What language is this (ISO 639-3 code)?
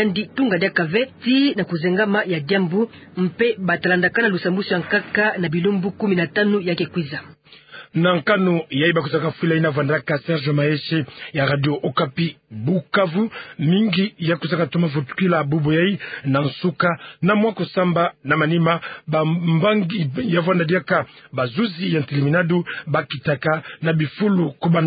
ktu